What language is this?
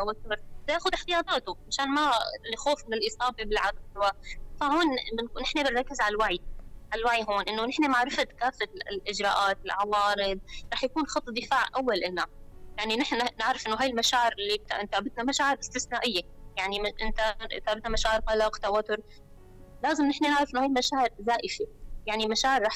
North Levantine Arabic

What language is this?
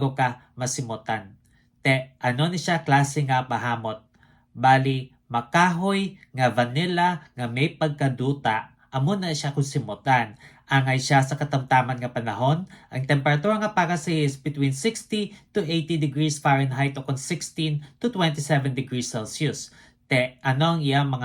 Hiligaynon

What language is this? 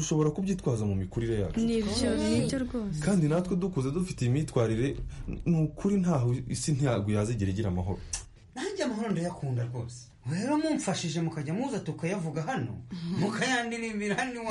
Kinyarwanda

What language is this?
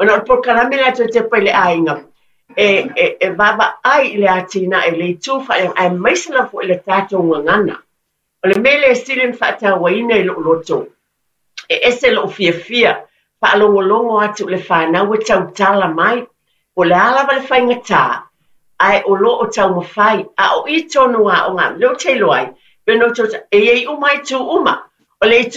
Samoan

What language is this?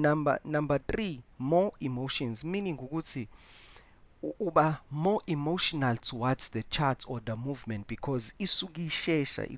Zulu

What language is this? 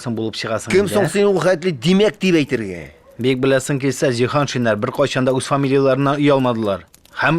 Tatar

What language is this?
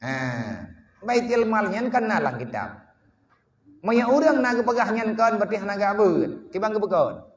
Achinese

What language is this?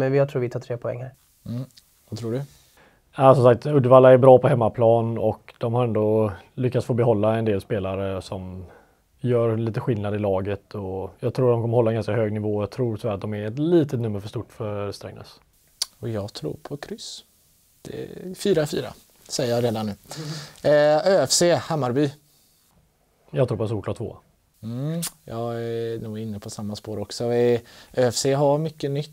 Swedish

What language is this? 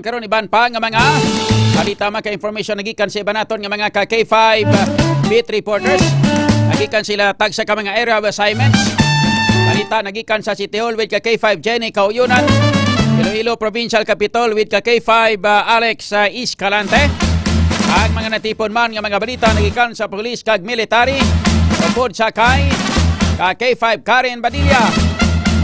Hiligaynon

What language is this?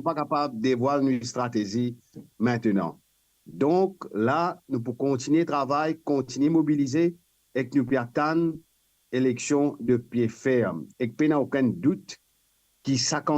Morisyen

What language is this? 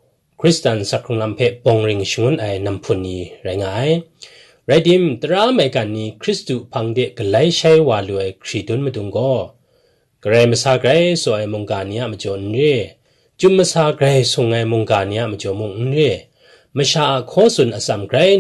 Kachin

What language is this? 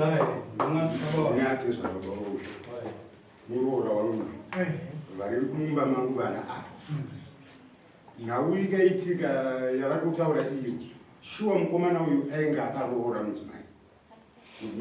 Shona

